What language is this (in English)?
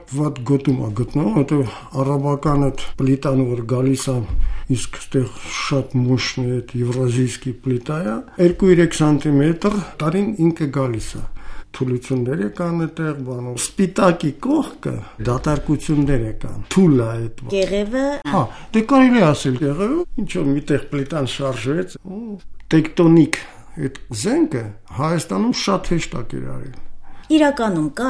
Armenian